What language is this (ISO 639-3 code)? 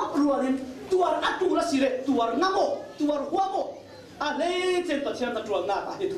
cfm